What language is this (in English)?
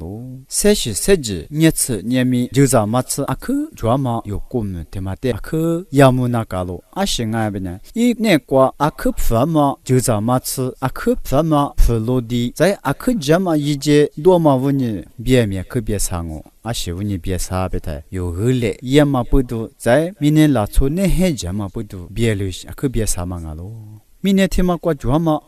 Lisu